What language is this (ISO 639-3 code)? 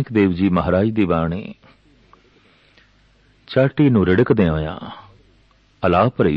pan